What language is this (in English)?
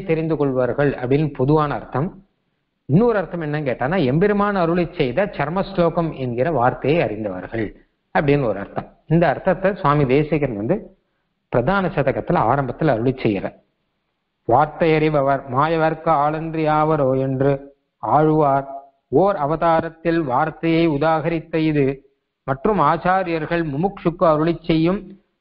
Tamil